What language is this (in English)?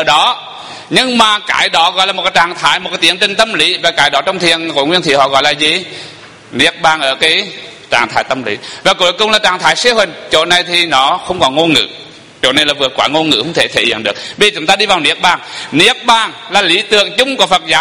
Vietnamese